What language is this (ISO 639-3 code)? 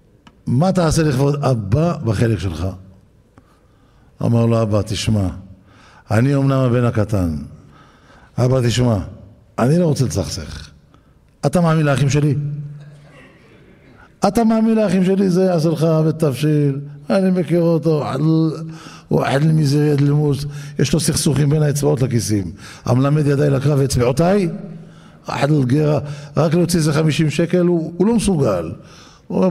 heb